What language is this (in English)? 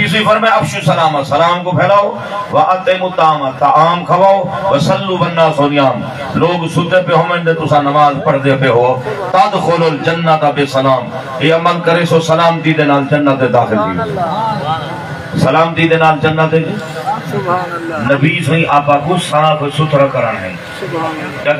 Saraiki